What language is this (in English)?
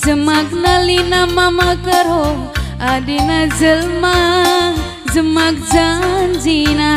Batak Karo